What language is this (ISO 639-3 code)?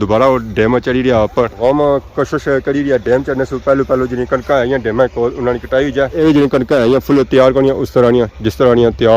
phr